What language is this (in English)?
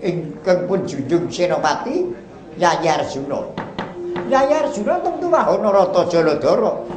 Javanese